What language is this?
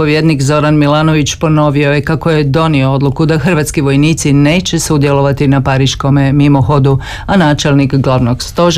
Croatian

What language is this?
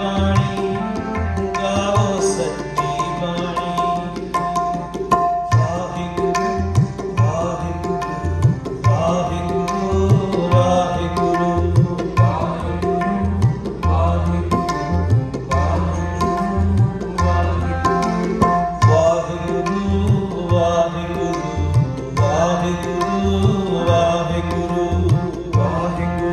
Punjabi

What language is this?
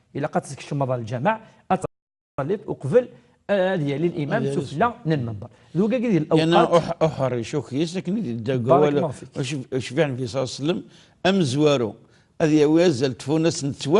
Kabyle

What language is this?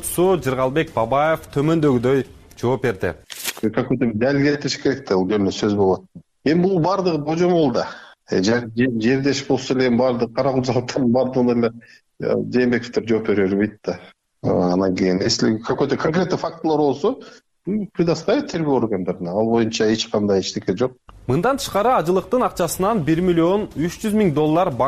Kyrgyz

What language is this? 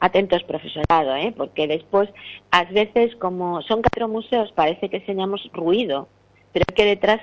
Galician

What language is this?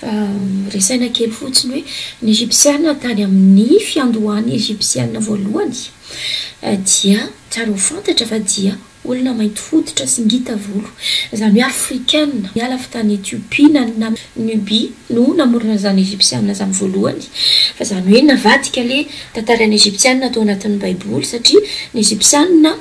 Malagasy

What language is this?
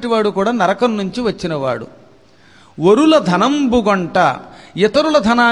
Telugu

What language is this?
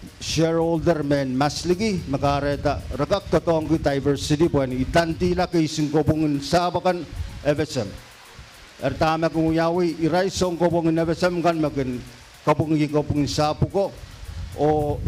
Pohnpeian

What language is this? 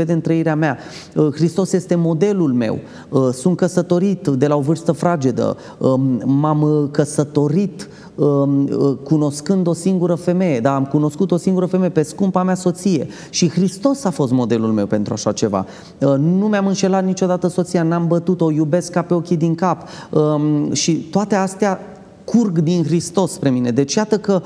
Romanian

